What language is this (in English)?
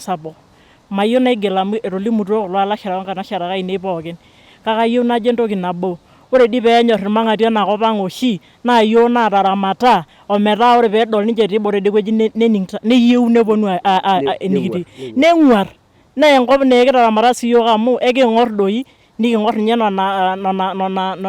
Masai